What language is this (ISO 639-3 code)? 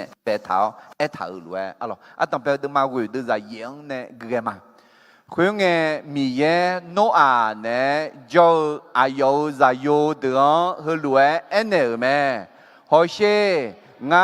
ahk